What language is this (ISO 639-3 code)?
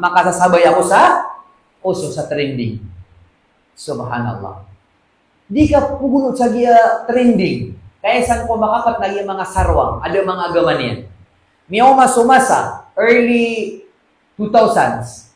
mrw